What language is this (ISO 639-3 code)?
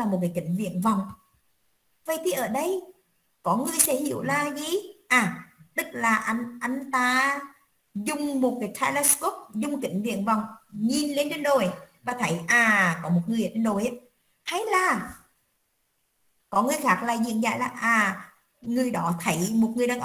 vie